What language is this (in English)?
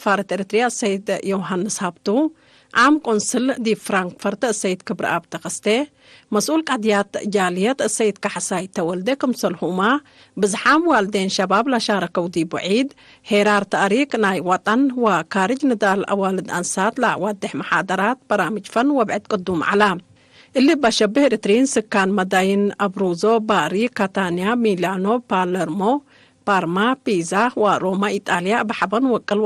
Tigre